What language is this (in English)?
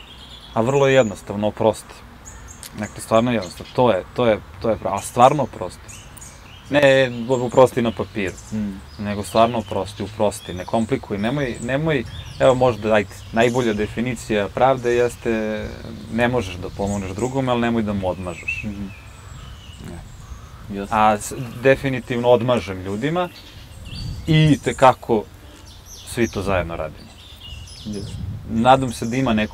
Serbian